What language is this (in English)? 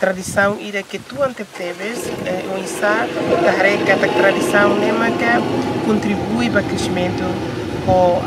Tetum